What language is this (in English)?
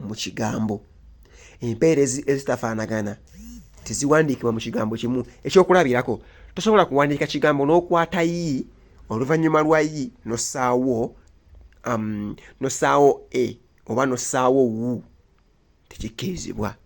Ganda